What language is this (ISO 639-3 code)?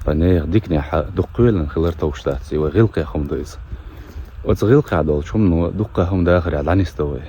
che